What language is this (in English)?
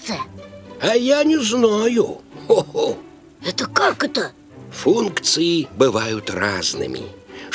Russian